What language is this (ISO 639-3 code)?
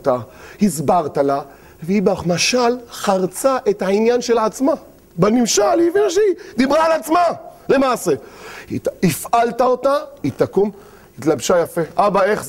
heb